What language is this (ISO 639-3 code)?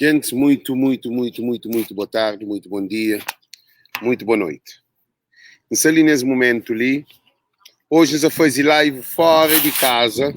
kea